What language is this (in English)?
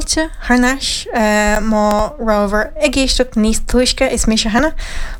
Irish